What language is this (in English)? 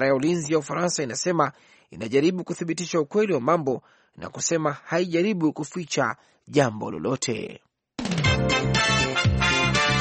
Swahili